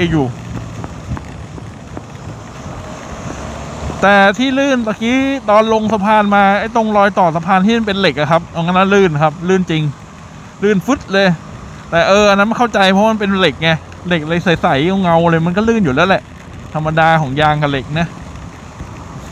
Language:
Thai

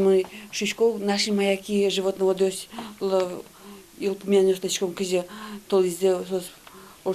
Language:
Udmurt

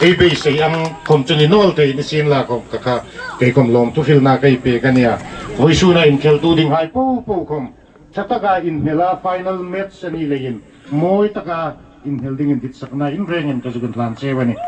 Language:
Hmar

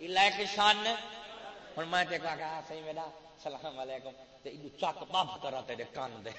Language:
Saraiki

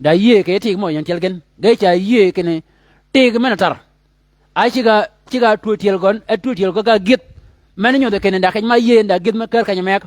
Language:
Shilluk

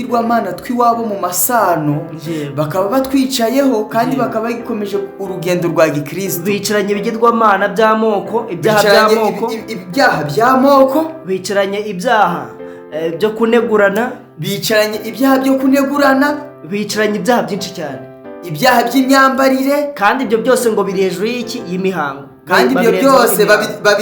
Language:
Kinyarwanda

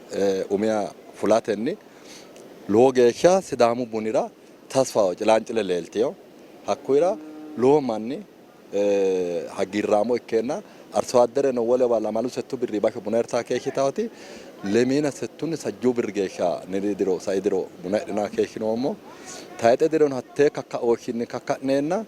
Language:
Sidamo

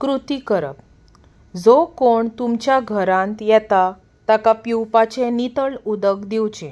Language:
Konkani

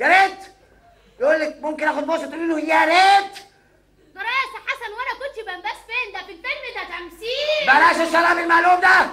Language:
Egyptian Arabic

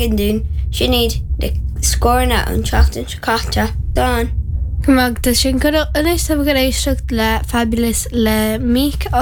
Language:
Irish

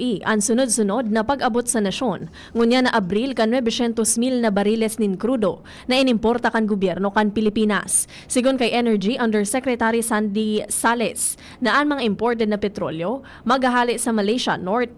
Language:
Bikol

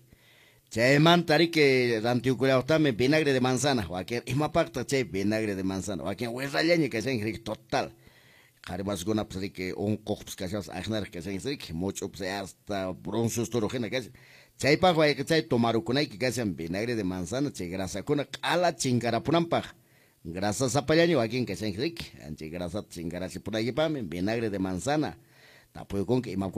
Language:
Quechua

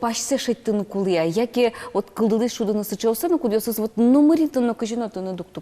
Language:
Udmurt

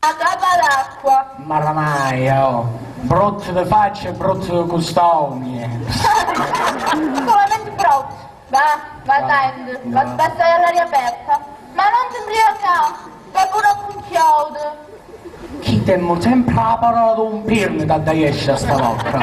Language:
Sicilian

